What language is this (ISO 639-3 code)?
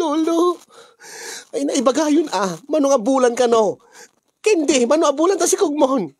ilo